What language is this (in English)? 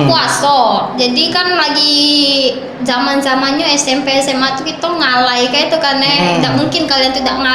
Musi